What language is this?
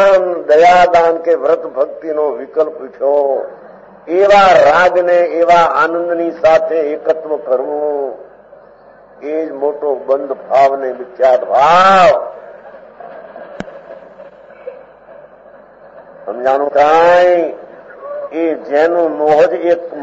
Gujarati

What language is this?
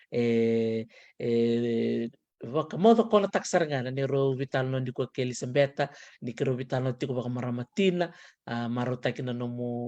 Fijian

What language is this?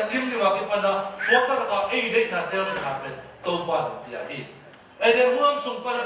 Tedim Chin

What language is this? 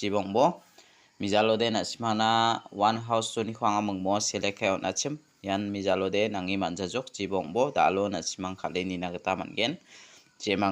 Garo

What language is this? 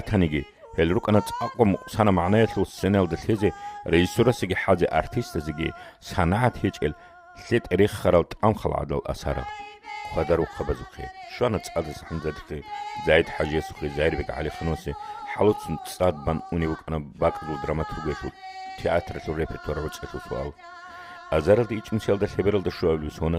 Avaric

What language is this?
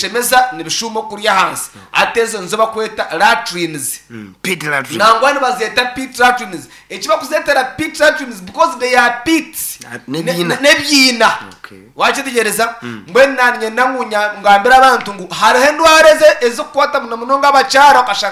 Nyankole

